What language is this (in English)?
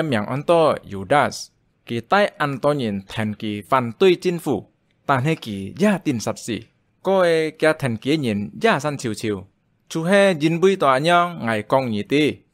Hakka Chinese